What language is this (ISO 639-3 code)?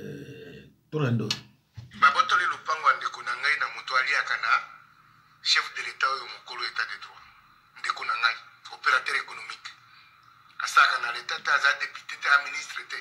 lin